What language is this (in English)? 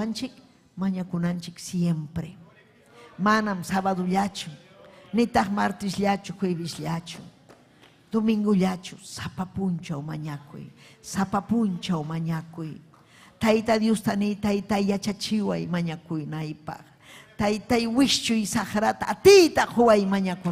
Ayacucho Quechua